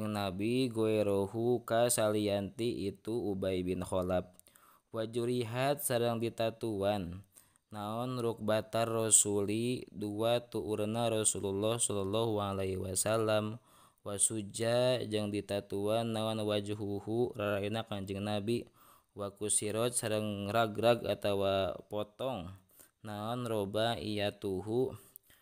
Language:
Sundanese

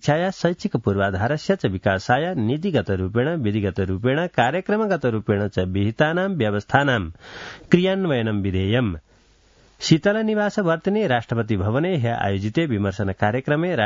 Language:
Sanskrit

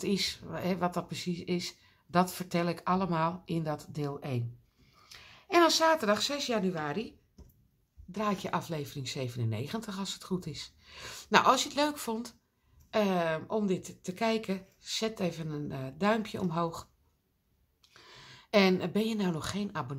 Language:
Dutch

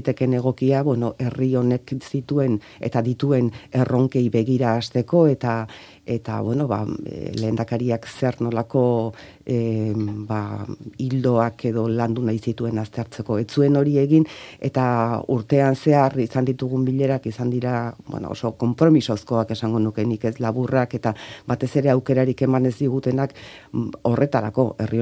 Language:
Basque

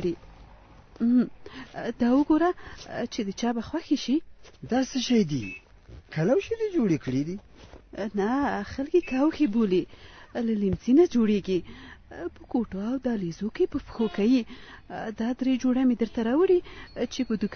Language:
Pashto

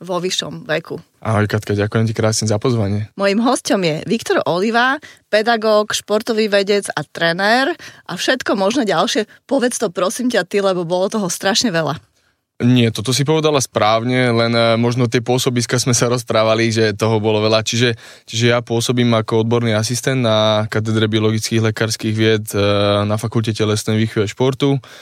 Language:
Slovak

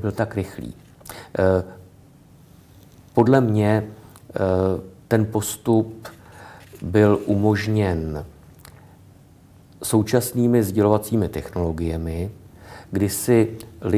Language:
Czech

